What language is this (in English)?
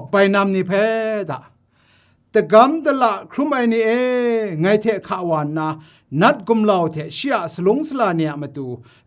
Kachin